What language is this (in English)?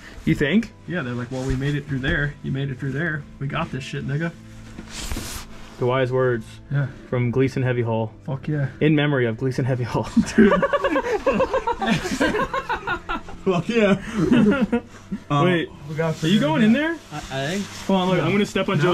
English